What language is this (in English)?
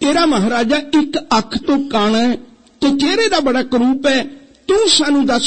Punjabi